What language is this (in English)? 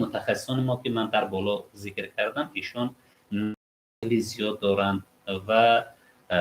Tajik